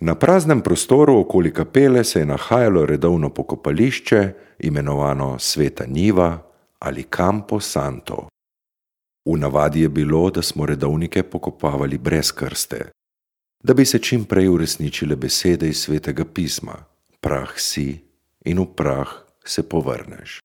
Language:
Slovenian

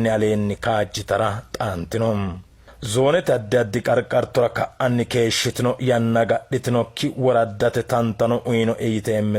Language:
Sidamo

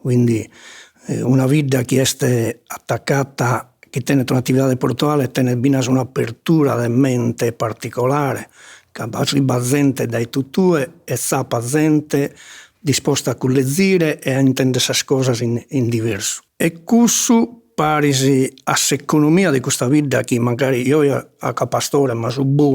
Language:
Sardinian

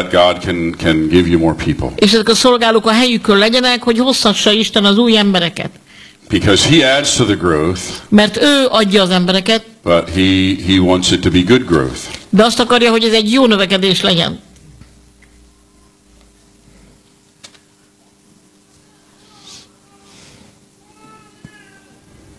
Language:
Hungarian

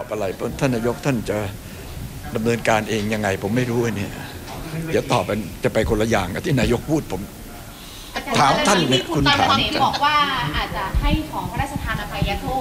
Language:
Thai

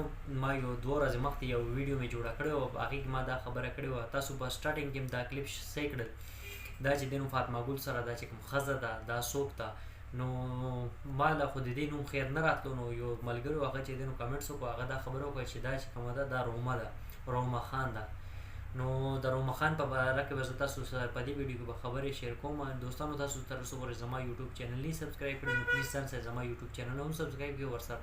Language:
Pashto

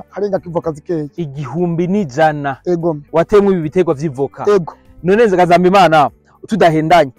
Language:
Rundi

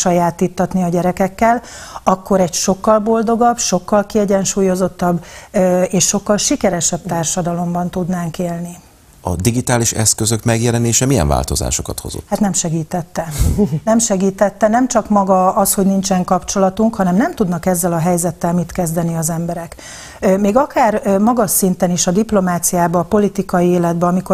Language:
Hungarian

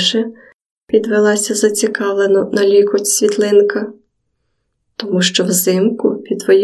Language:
Ukrainian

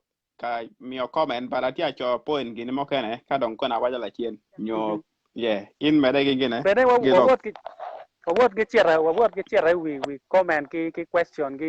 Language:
Acoli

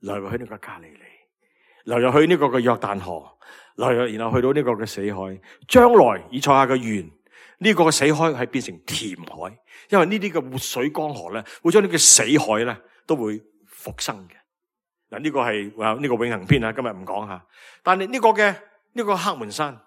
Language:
Cantonese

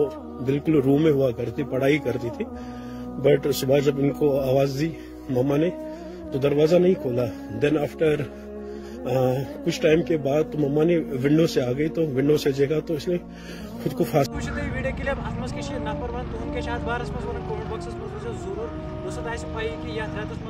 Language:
Kashmiri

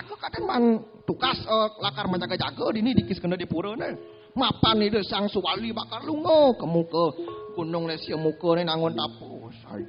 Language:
Balinese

